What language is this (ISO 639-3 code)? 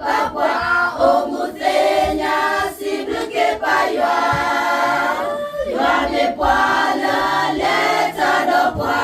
ksw